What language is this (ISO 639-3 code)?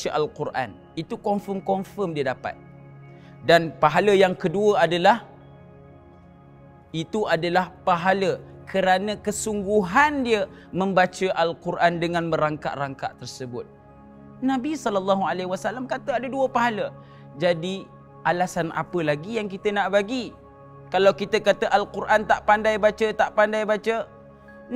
msa